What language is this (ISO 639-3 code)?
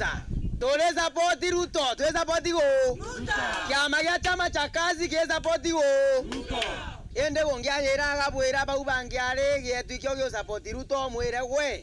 mer